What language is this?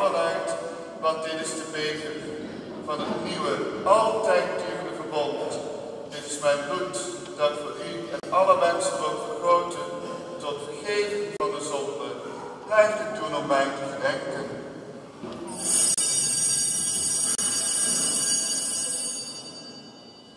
Dutch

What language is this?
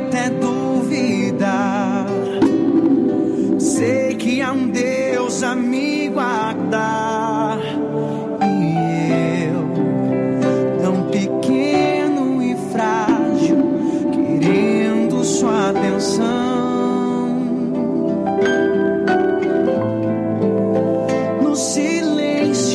Portuguese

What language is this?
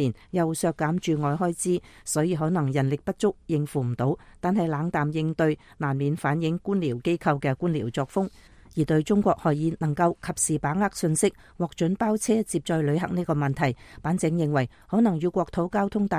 Cantonese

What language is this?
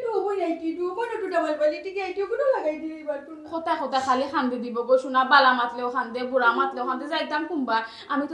Sylheti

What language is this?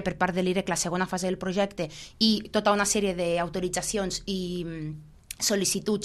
Catalan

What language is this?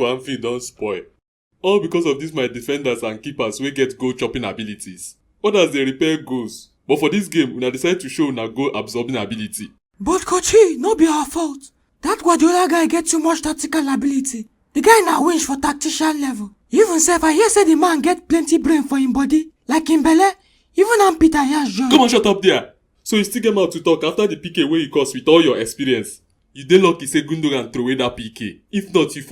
Nigerian Pidgin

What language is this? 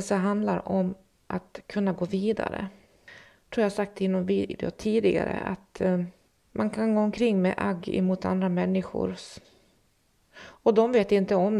Swedish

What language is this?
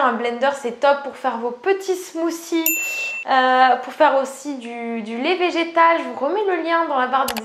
French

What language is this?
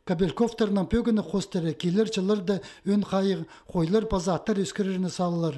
Khakas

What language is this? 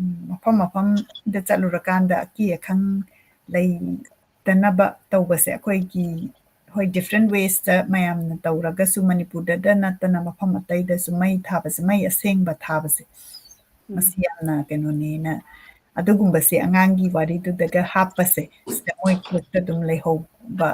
Manipuri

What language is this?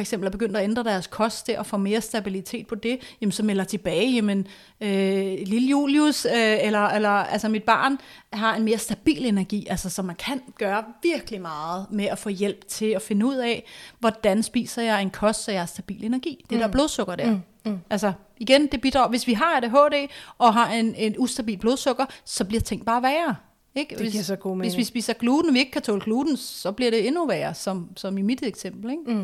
Danish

